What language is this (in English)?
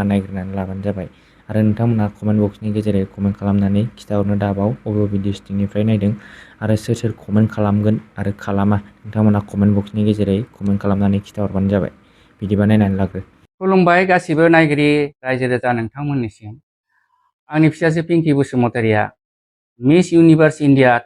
Bodo